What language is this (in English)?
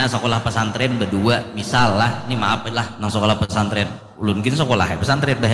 Banjar